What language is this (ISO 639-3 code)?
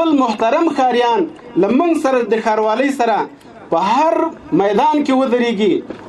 pus